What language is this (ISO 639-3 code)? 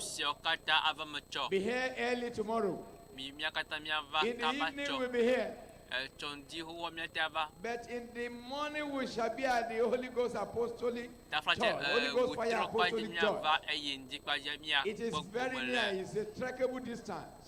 ewe